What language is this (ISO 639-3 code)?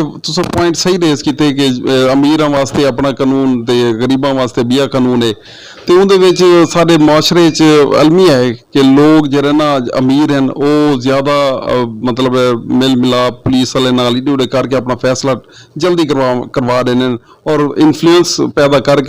skr